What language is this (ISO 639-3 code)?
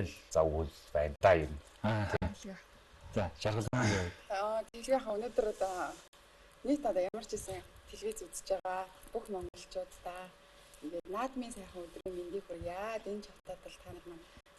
mon